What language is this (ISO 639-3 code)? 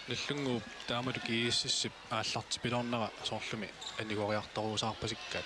kal